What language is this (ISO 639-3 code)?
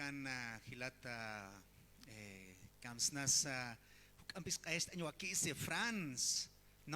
aym